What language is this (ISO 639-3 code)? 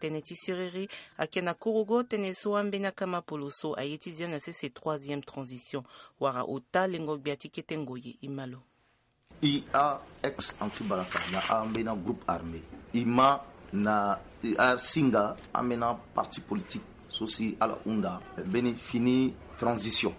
sag